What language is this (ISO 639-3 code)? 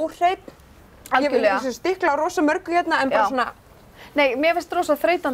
isl